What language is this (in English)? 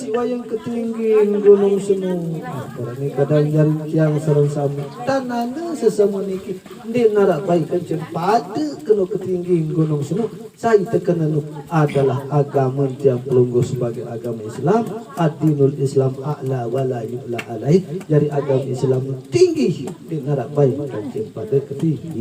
Sasak